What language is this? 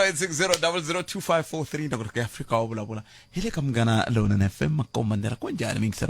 Tsonga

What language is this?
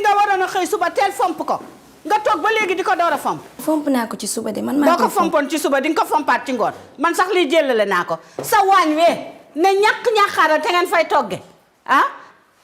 Wolof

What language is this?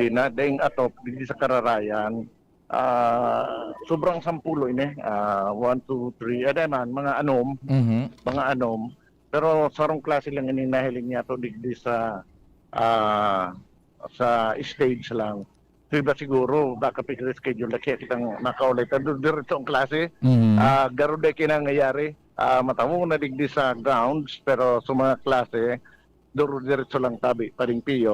Bikol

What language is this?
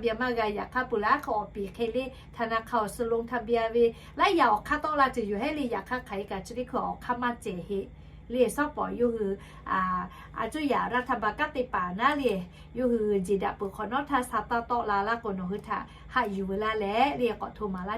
Lahu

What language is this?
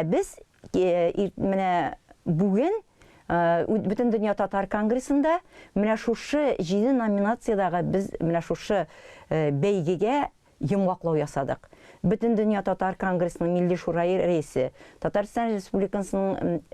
Tatar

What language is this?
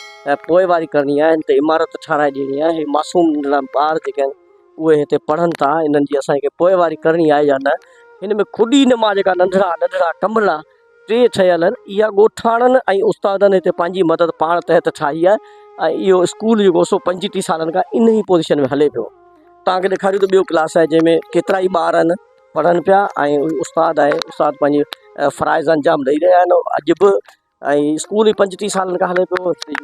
Sindhi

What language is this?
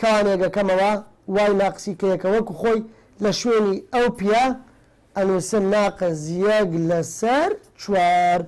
Central Kurdish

